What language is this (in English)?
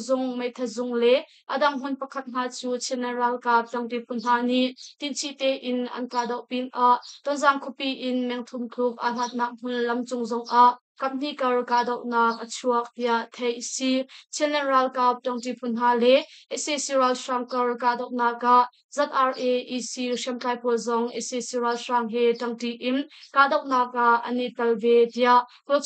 Hakha Chin